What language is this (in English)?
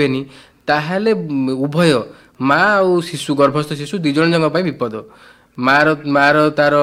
Odia